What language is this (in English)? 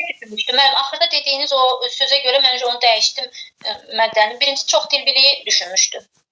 Azerbaijani